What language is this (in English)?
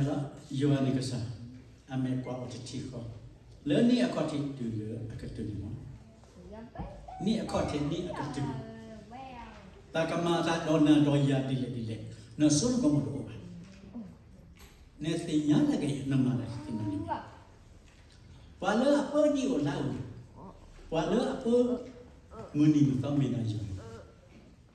S'gaw Karen